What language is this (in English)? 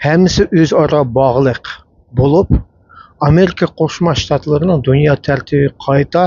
Uyghur